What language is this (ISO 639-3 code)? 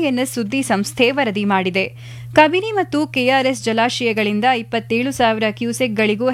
kan